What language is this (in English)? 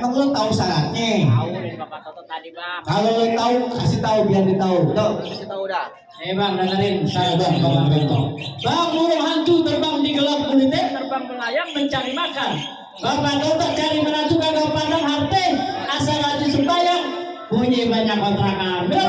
Betawi